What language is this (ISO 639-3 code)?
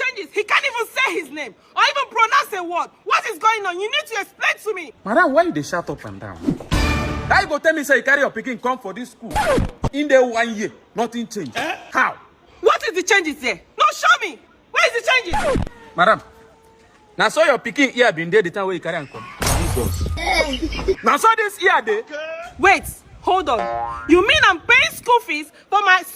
pcm